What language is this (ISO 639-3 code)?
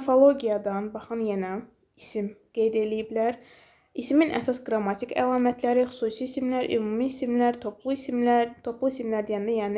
aze